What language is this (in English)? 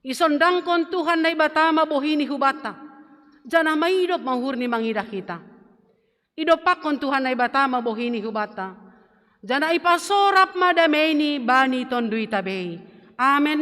Batak Simalungun